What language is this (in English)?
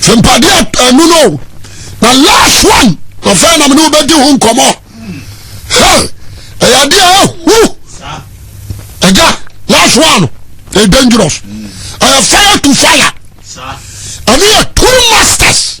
Akan